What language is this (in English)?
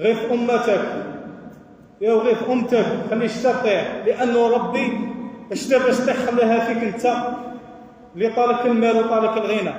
Algerian Arabic